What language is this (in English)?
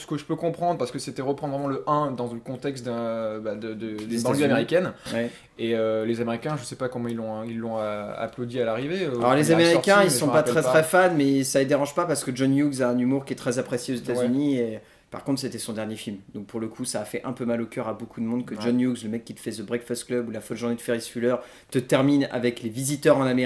French